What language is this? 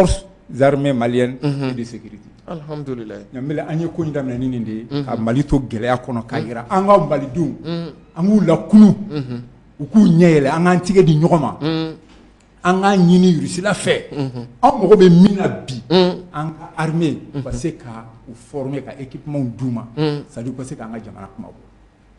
Bambara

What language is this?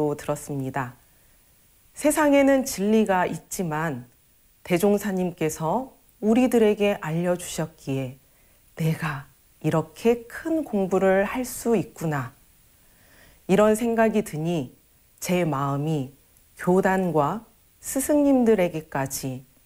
Korean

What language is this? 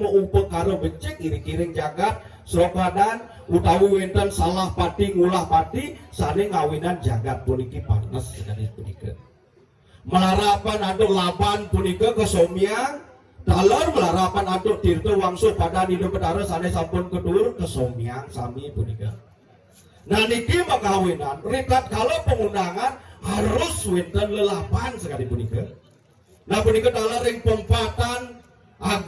Balinese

